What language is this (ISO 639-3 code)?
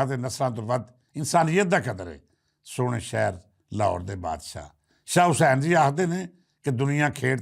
lah